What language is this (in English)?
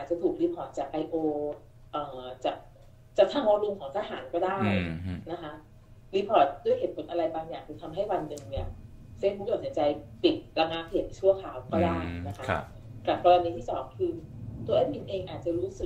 Thai